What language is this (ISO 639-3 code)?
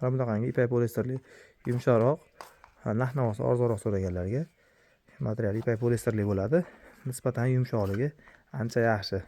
uzb